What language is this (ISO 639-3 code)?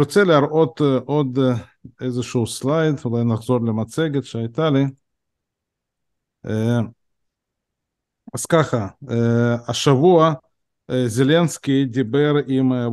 heb